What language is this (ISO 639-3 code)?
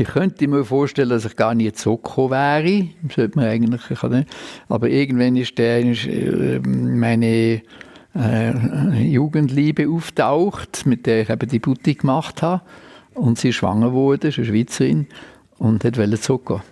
gsw